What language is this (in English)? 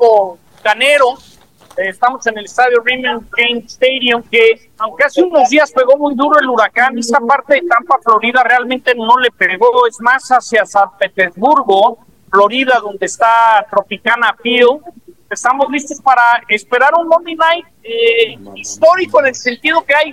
Spanish